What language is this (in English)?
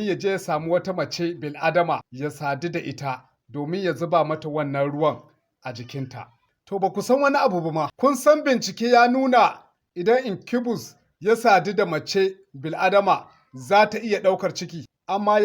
Hausa